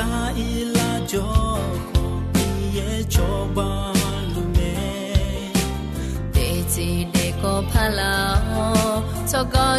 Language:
Akha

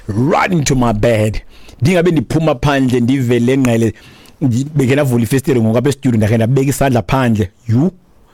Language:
Xhosa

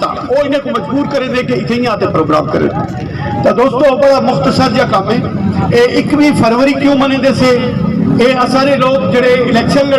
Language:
Saraiki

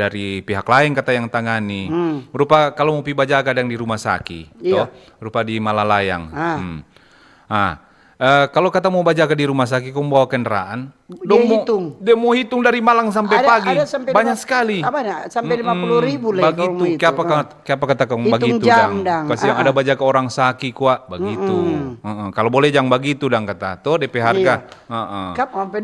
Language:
Manado Malay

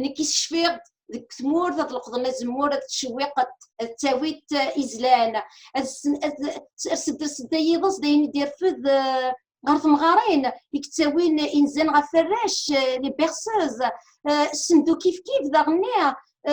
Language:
Kabyle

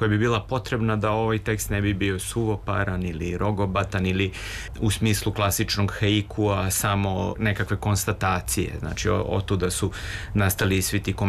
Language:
Serbian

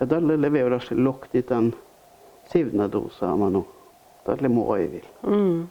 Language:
Northern Sami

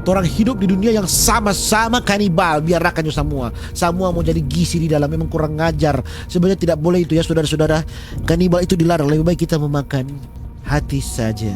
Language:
Manado Malay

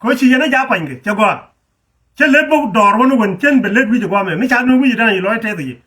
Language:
Nuer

